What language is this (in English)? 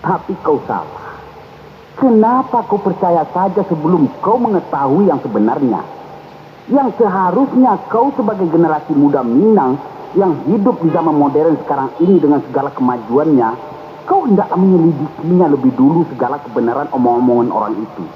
Minangkabau